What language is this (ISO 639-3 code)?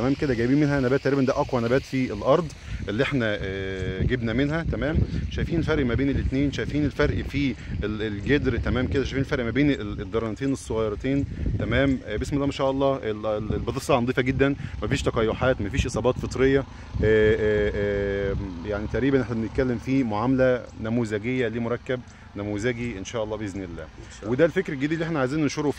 arz